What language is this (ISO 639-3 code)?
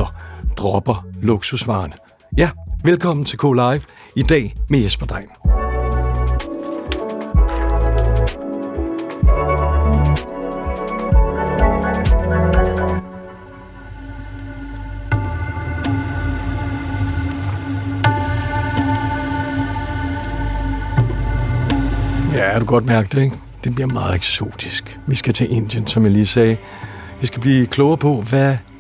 dan